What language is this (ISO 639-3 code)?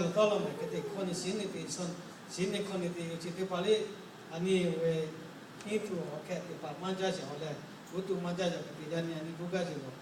lhu